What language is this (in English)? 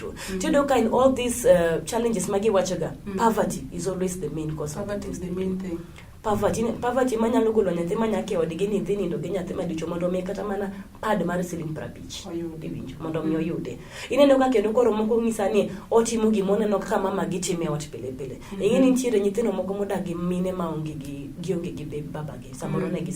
Luo (Kenya and Tanzania)